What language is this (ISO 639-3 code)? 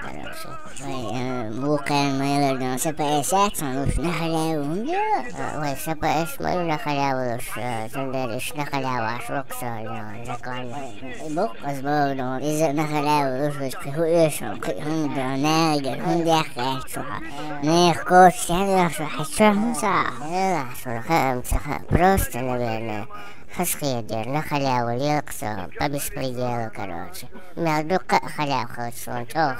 che